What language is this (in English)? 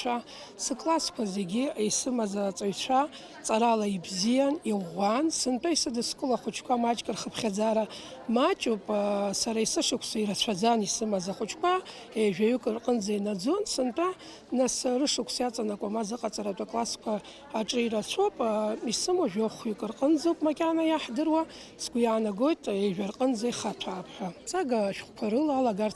Abkhazian